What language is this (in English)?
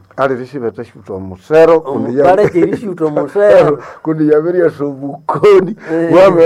Nande